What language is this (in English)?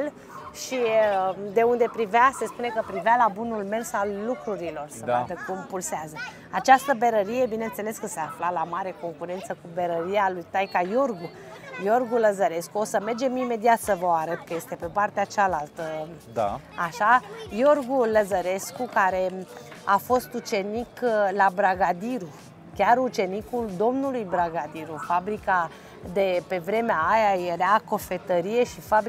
Romanian